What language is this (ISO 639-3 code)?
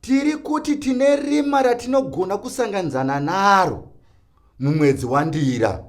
sna